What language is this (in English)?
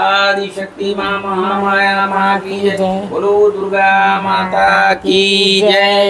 Chhattisgarhi